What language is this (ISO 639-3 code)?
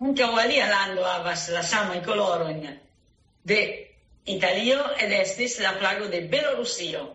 epo